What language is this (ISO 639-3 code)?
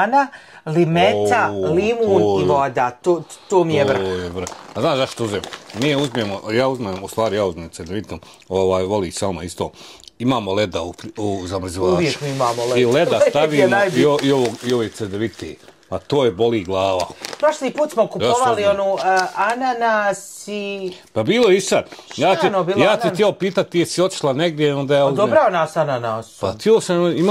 bos